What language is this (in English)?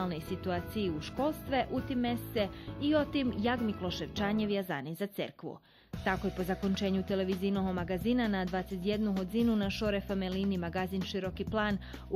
Rusyn